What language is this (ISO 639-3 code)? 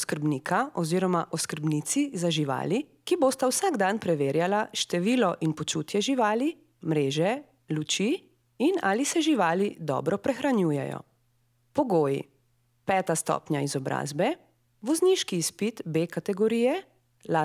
slv